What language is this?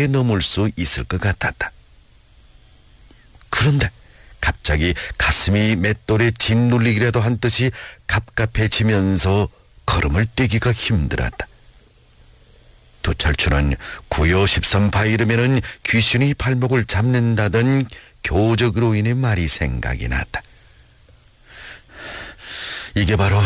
Korean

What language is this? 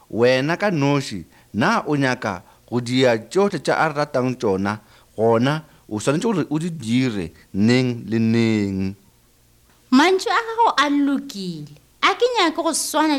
Northern Sotho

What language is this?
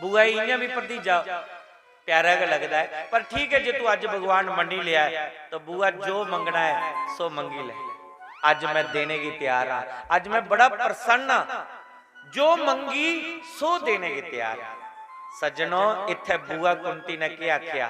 Dogri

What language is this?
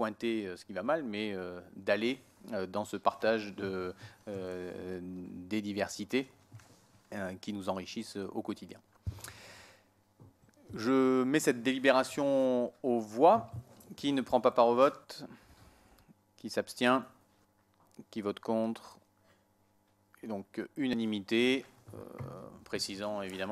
French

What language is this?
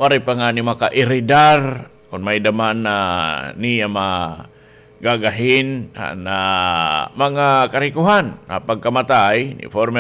Waray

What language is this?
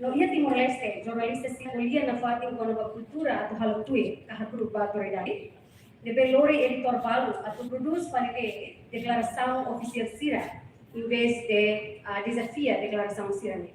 Tetum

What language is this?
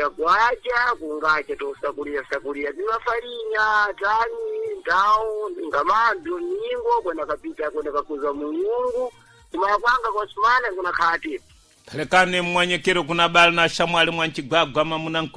Sena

